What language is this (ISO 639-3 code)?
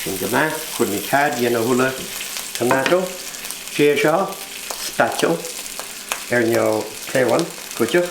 gla